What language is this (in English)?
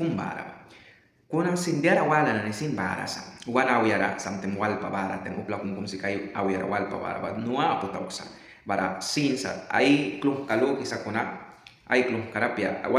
Mískito